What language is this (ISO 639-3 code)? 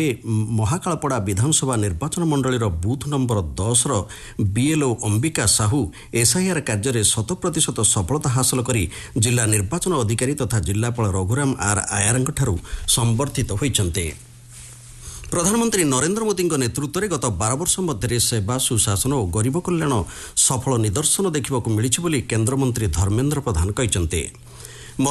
ori